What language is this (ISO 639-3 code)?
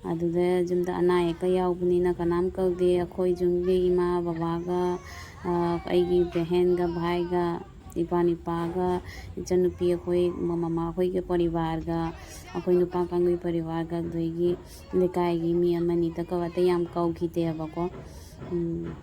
mni